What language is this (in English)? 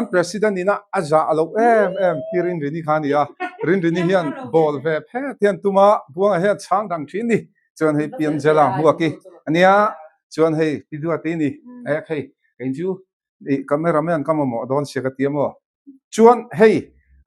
Mizo